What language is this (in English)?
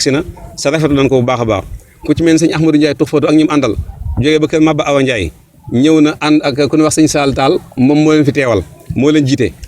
Wolof